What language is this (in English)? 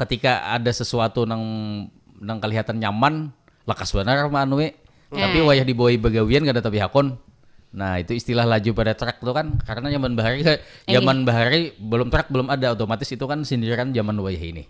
Banjar